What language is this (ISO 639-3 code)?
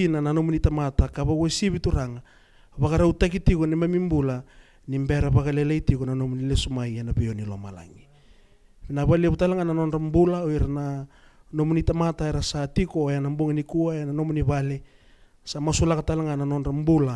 fij